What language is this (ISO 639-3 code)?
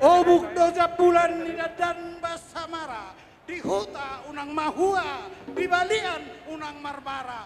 bbc